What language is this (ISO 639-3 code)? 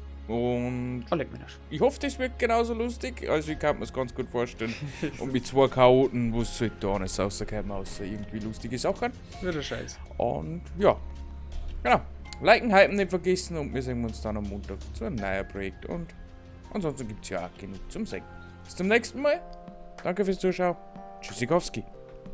bar